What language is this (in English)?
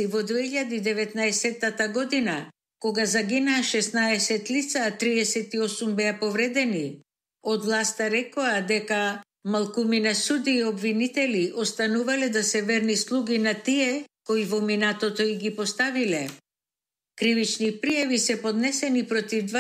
Macedonian